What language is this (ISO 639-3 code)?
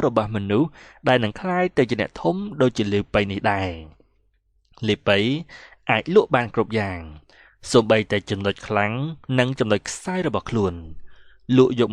khm